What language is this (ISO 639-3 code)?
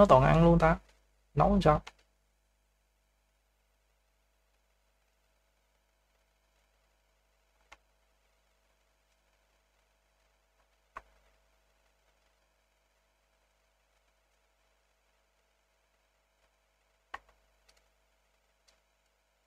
vie